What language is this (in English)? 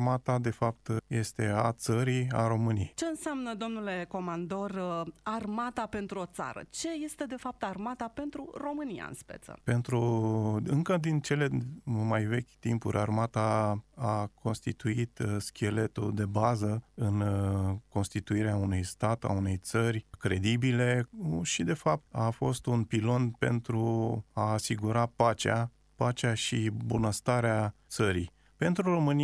Romanian